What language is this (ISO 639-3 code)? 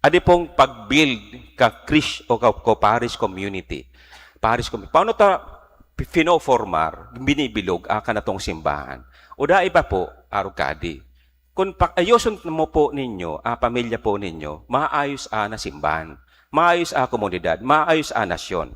bik